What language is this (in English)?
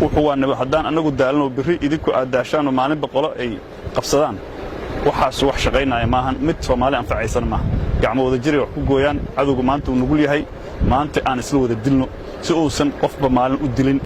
Somali